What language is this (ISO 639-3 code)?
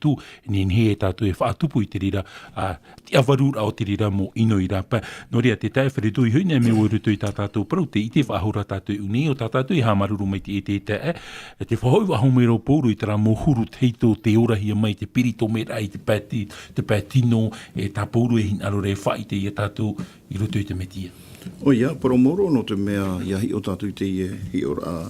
tah